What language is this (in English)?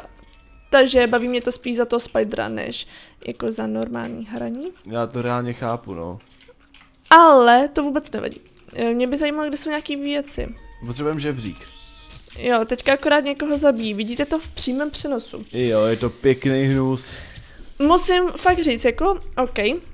Czech